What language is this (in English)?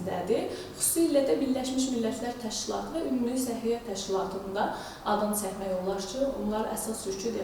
Azerbaijani